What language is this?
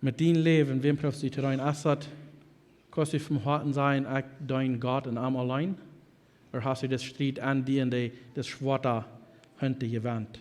Plautdietsch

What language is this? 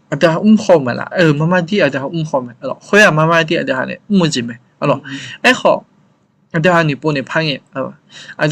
Akha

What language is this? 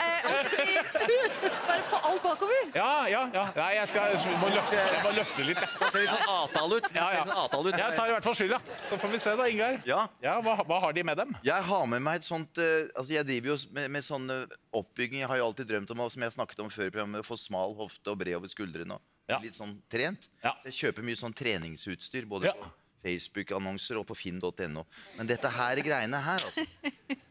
Norwegian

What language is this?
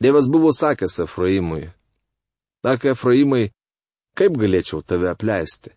Lithuanian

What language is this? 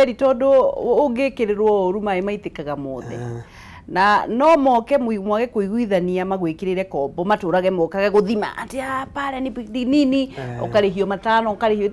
Kikuyu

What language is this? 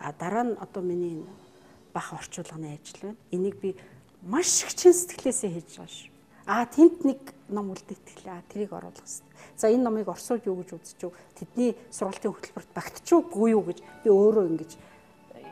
Mongolian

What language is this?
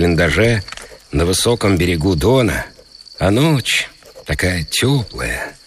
Russian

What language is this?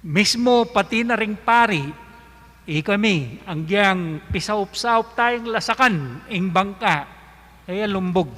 Pampanga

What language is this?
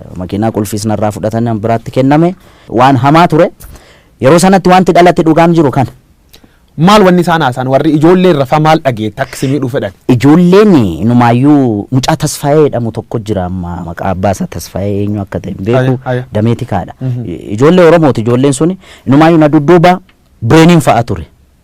Oromo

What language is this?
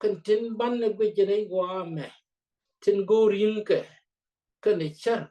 Nuer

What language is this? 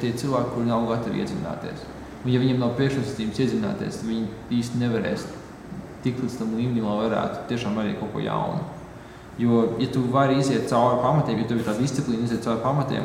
Latvian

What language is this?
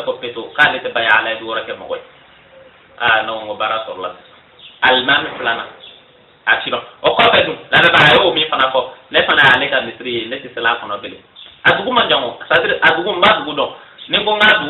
Bambara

